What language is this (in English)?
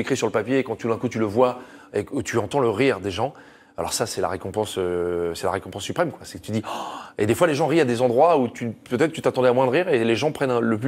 French